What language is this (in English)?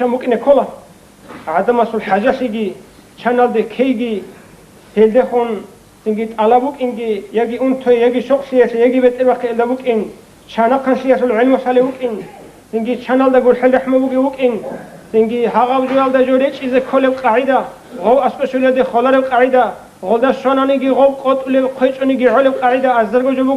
Avaric